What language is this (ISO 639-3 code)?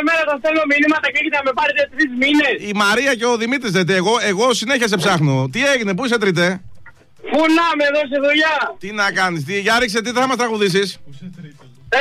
ell